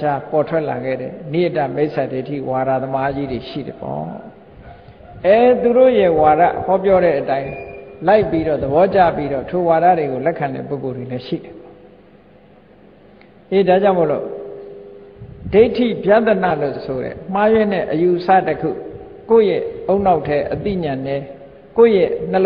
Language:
Burmese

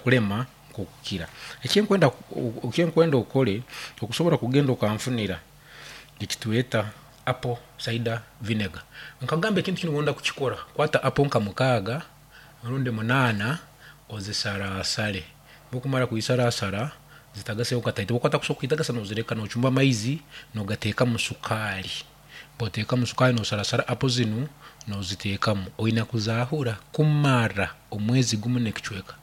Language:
Nyankole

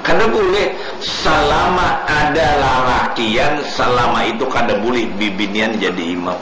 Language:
Banjar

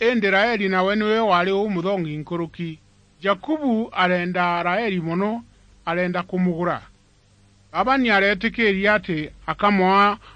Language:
Meru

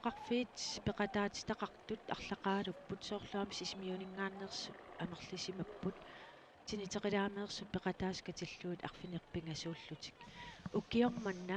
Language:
Kalaallisut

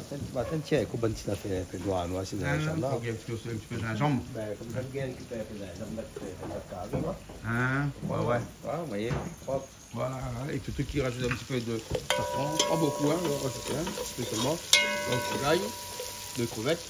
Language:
Réunion Creole French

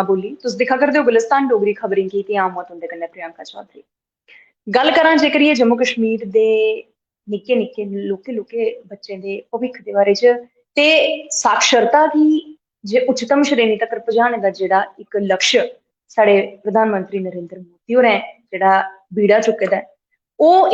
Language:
Dogri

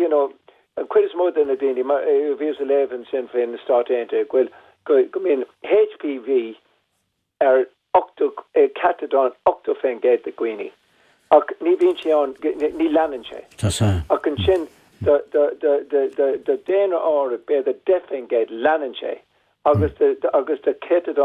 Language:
Irish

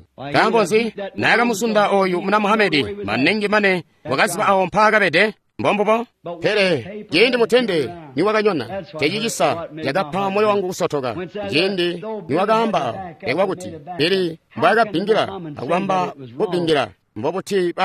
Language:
Tonga (Zambia)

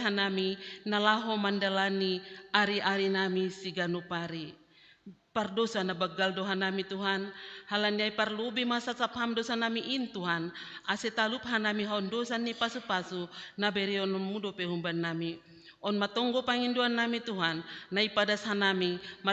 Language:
Batak Simalungun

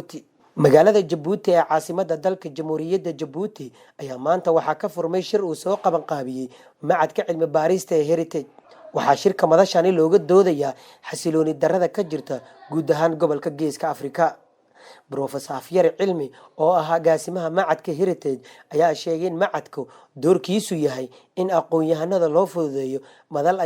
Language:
Somali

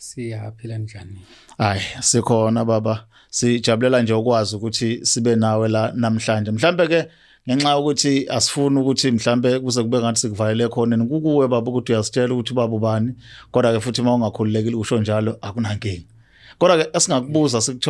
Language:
Zulu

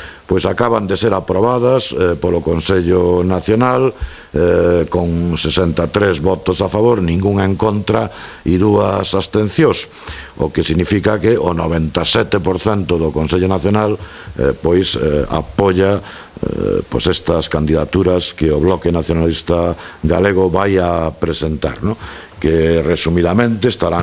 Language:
Galician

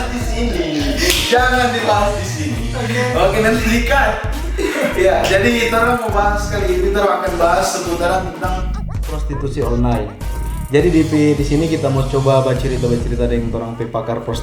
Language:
Manado Malay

